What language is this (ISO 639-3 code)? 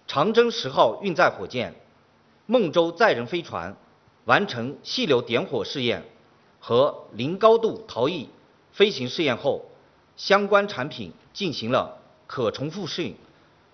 zho